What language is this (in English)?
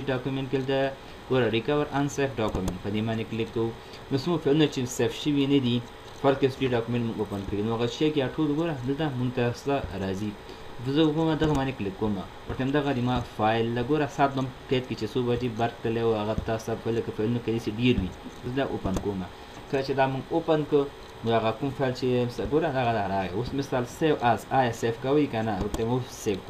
Pashto